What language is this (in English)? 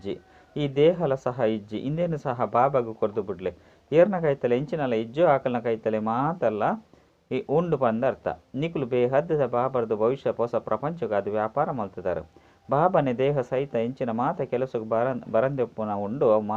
Tulu